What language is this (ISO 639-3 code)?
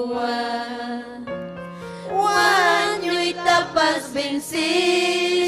quy